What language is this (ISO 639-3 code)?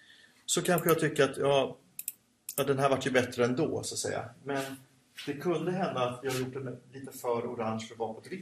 swe